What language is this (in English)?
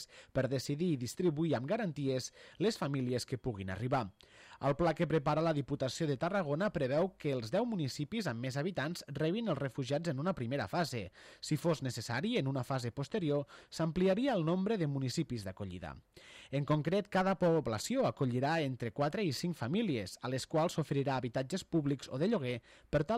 Catalan